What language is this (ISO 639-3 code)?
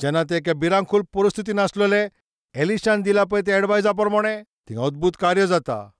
kok